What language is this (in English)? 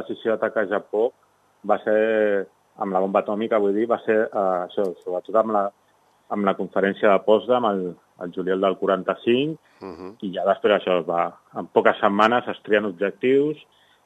Catalan